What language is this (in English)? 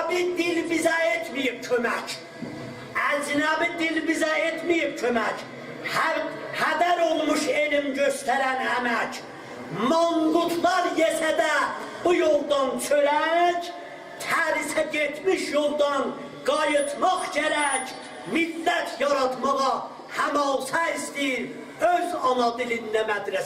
South Azerbaijani